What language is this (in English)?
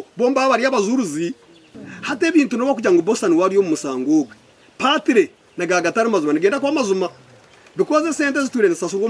Nyankole